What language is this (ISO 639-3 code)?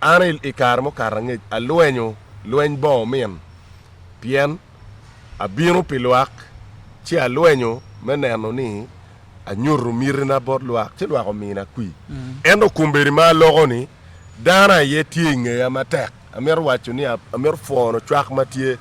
ach